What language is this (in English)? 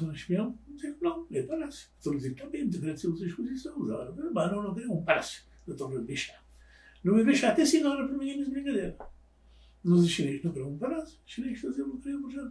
Kabuverdianu